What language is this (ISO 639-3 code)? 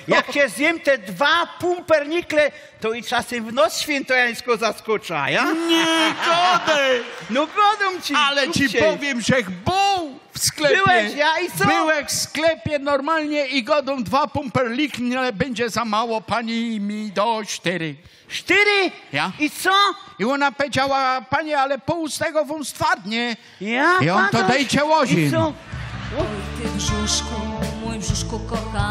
szl